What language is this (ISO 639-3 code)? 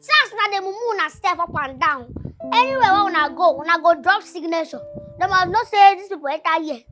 pcm